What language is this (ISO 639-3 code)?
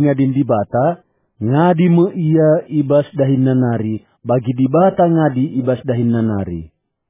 btx